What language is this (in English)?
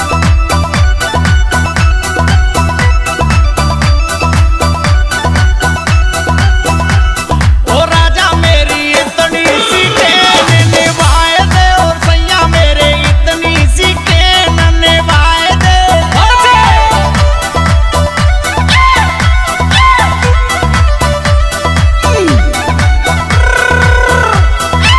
Bhojpuri